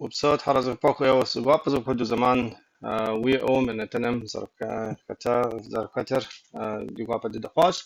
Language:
Kabardian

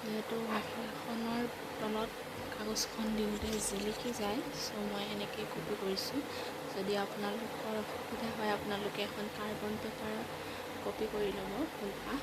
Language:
Assamese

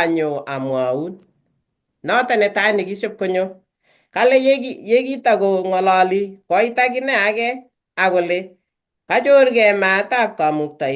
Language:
Kalenjin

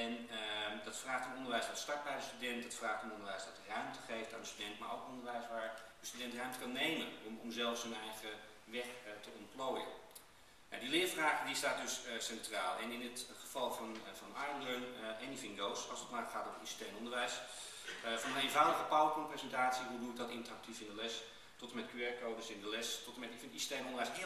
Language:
Dutch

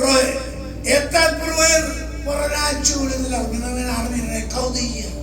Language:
Marshallese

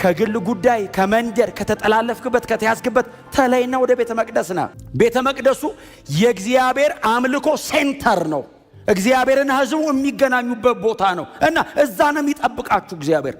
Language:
Amharic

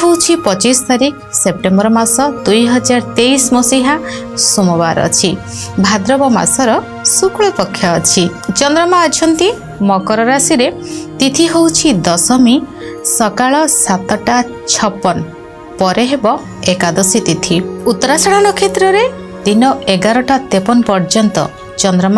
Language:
Odia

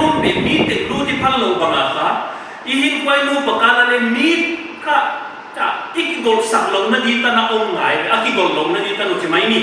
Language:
Paite Chin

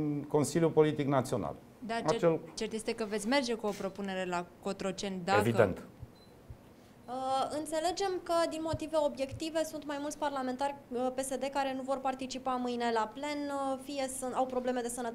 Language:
Romanian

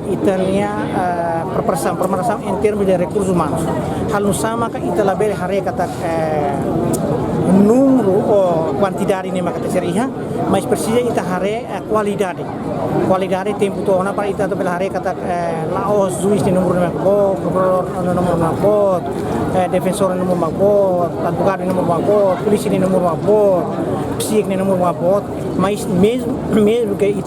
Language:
Tetum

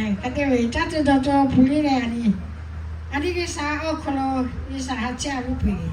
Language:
Lahu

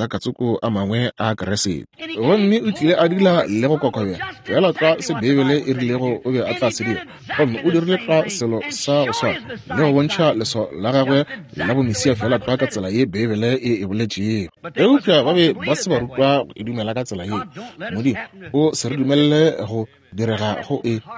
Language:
Northern Sotho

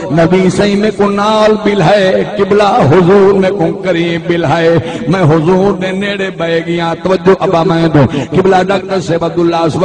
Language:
Saraiki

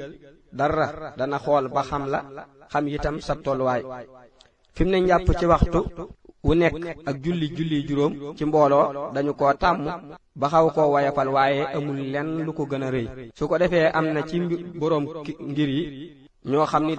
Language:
Wolof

